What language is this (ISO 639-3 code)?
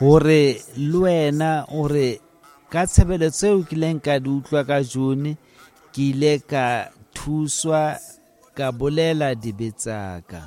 sot